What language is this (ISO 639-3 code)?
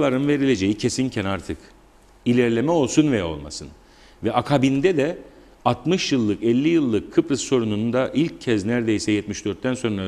tur